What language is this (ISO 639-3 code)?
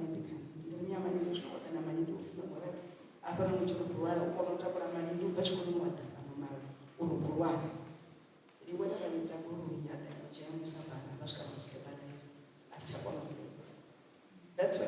ven